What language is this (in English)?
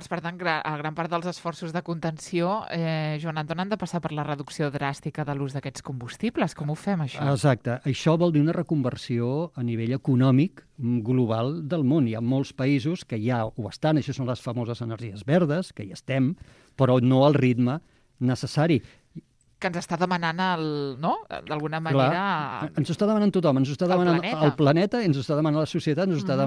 Catalan